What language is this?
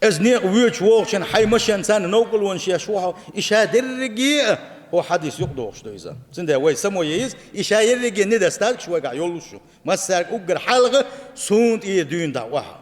Chechen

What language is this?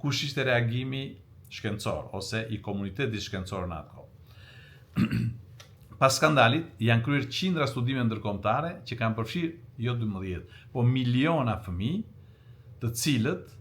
Albanian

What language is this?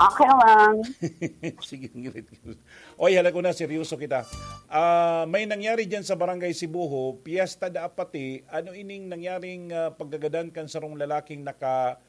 Bikol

